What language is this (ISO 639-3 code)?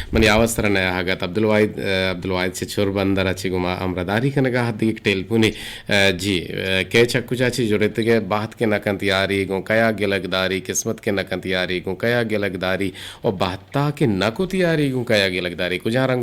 bgp